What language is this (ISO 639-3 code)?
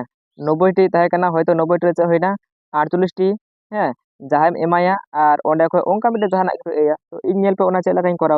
sat